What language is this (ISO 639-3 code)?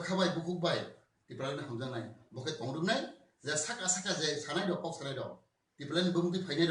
trp